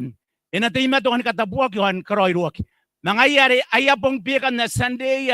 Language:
Gilbertese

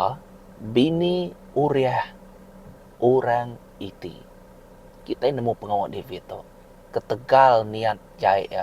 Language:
Iban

